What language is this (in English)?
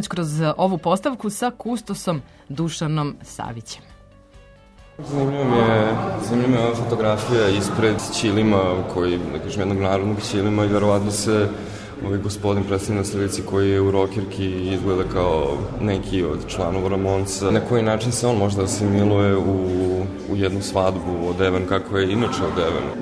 Serbian